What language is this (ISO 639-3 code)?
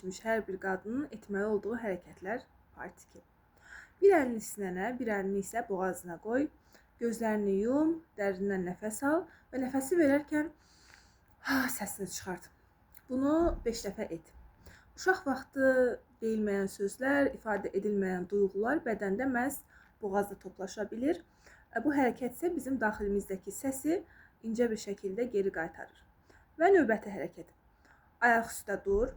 aze